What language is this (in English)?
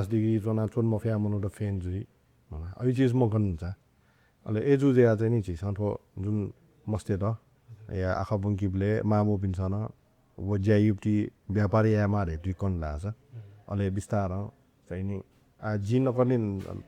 Newari